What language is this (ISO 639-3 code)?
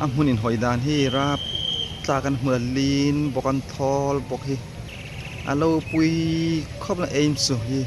hmr